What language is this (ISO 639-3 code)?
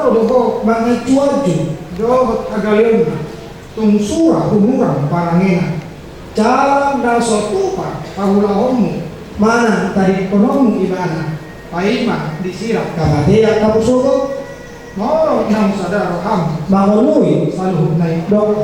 bbc